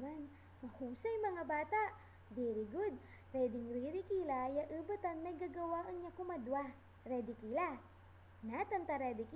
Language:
Pangasinan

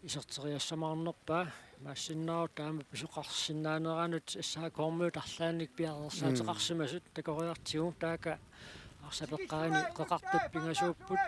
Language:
Kalaallisut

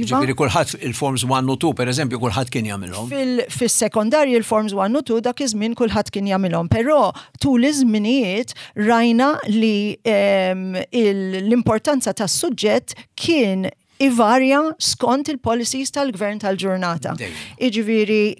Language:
Maltese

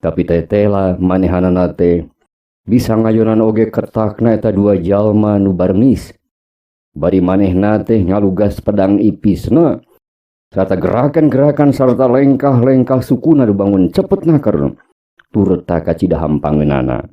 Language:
Sundanese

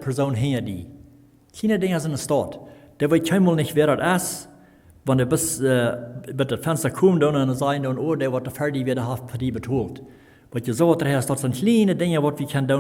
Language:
Plautdietsch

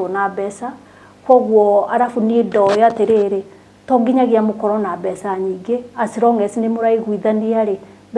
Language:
Kikuyu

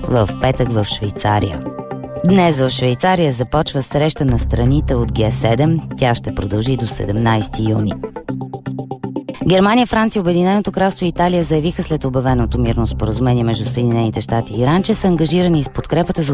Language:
Bulgarian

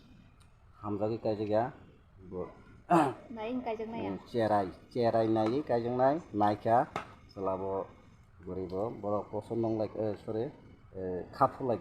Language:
Kok Borok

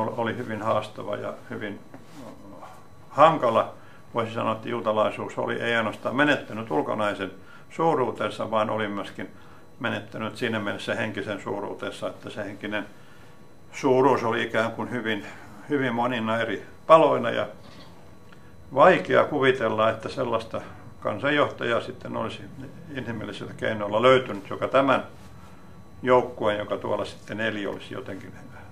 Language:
Finnish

